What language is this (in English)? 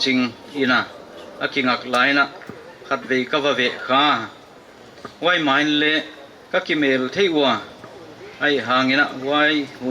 Paite Chin